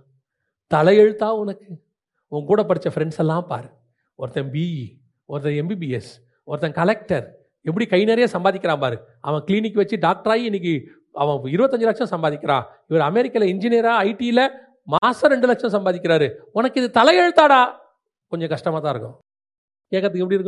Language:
Tamil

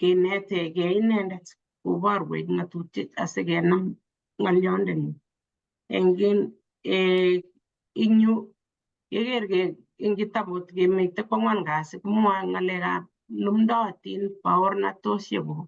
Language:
Kalenjin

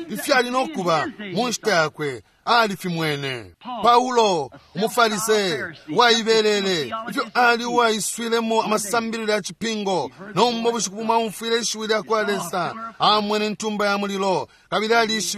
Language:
Bemba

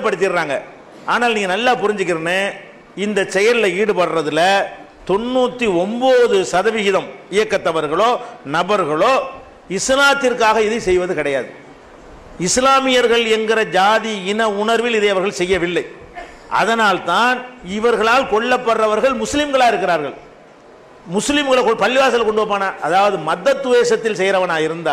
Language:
Tamil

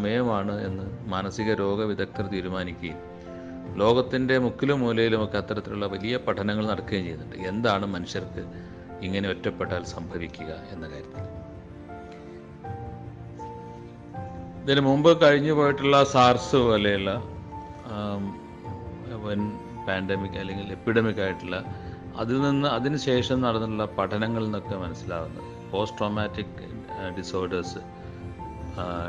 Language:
Malayalam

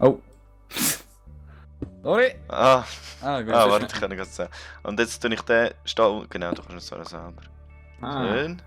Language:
Swiss German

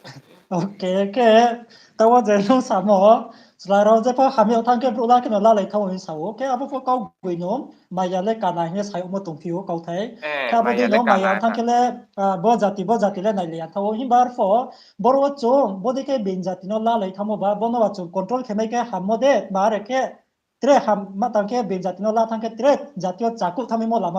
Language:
Riang (India)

